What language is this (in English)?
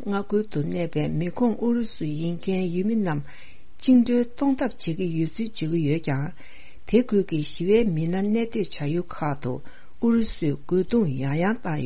Tibetan